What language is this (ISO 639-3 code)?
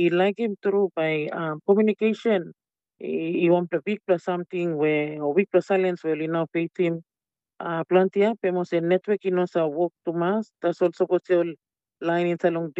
tpi